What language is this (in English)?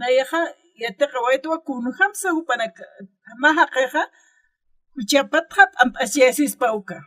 Aymara